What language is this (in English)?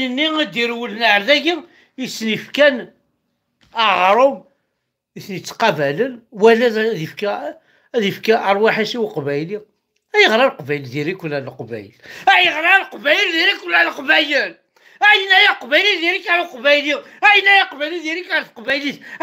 Kabyle